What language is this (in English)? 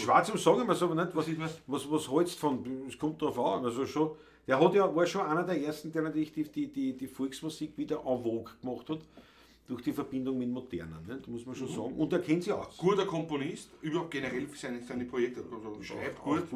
Bavarian